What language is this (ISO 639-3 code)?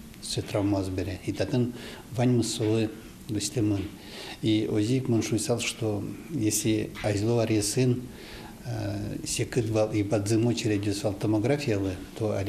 udm